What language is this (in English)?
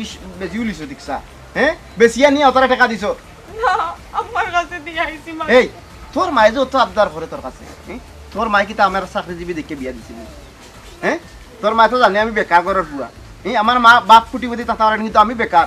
Sylheti